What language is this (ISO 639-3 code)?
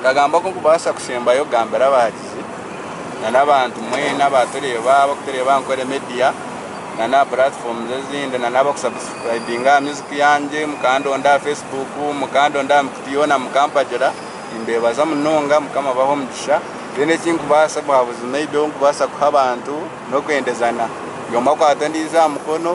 nyn